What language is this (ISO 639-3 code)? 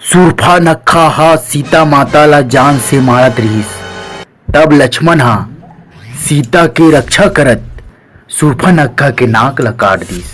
hne